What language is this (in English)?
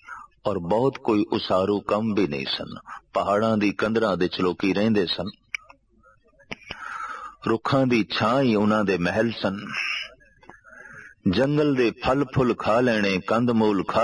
Punjabi